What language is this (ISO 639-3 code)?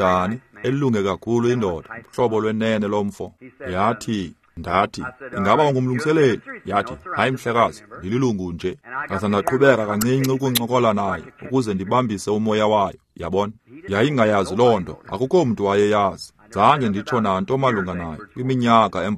xho